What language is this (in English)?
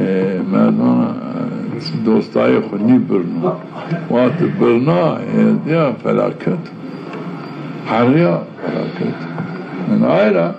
Zaza